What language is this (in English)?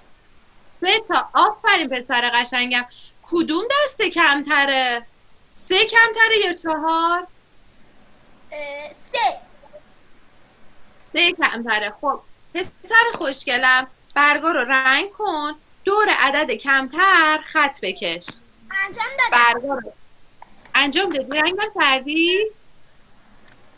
Persian